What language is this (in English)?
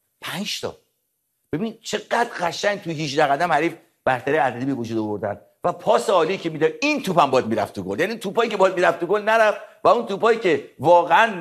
Persian